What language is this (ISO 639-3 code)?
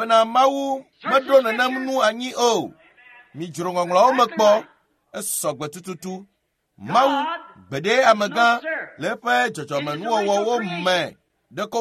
ewe